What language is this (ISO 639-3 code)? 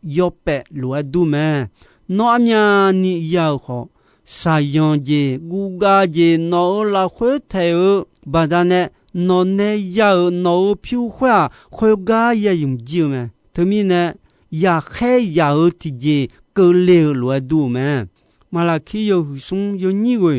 ahk